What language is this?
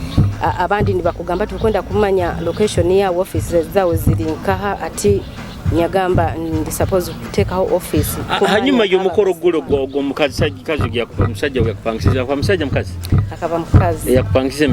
Nyoro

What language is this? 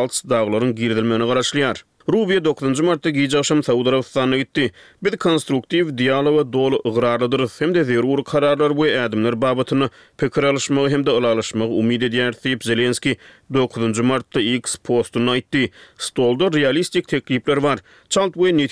Turkmen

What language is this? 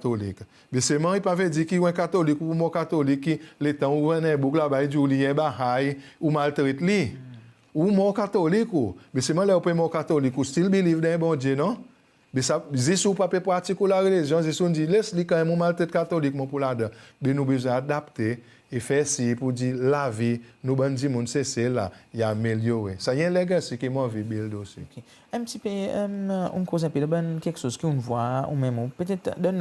Seselwa Creole French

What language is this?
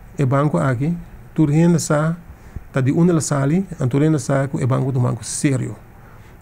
Papiamento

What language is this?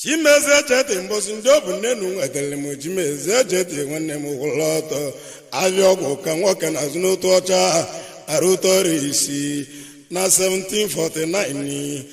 Igbo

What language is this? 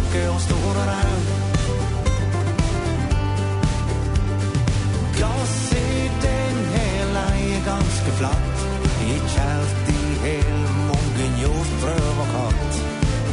Norwegian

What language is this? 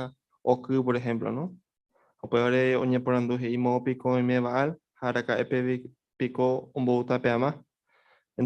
Guarani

